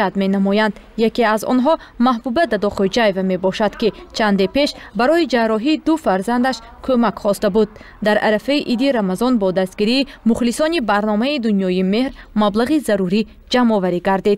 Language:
Tajik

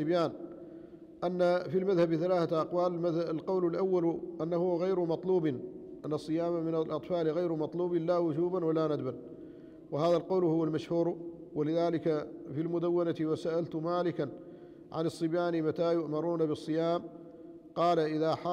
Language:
Arabic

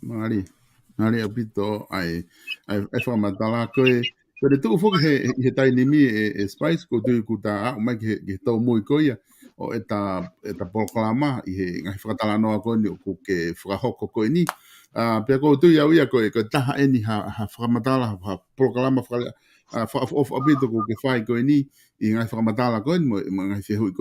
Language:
Tongan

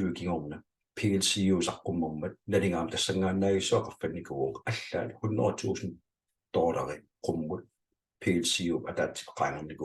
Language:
Kalaallisut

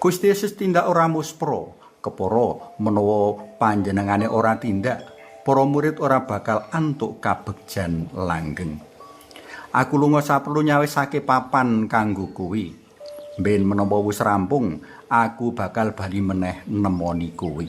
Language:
Javanese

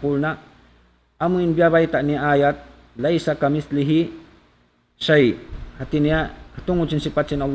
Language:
Tausug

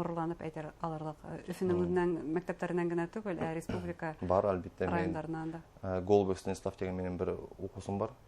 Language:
Bashkir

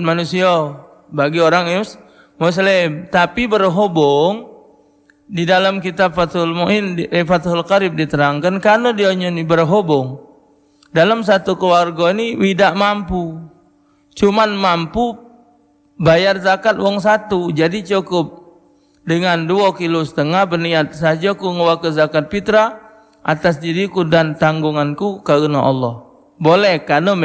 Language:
Musi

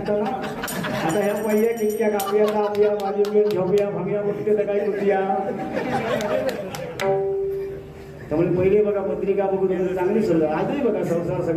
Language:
Marathi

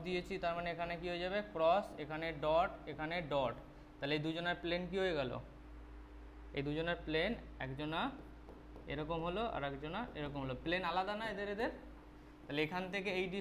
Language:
Bangla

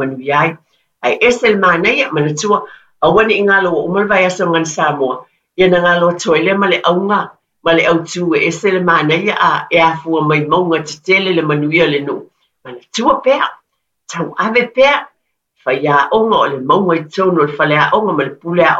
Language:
Samoan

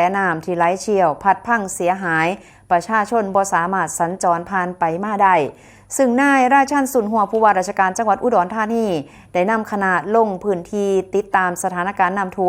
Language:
Northeastern Thai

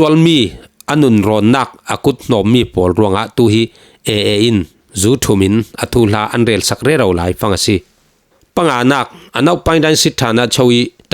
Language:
Falam Chin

